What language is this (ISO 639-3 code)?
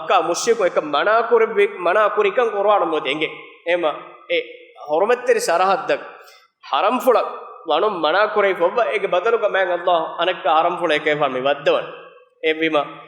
div